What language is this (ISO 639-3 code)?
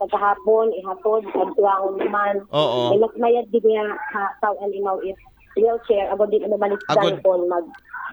akl